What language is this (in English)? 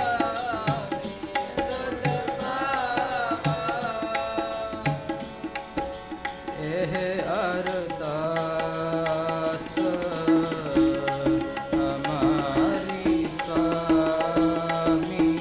Punjabi